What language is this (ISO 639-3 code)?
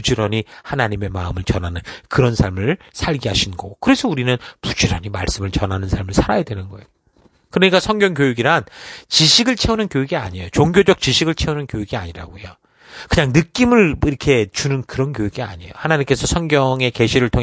kor